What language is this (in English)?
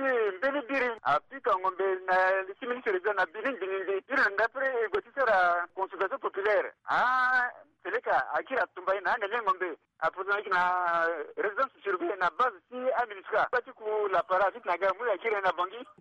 Sango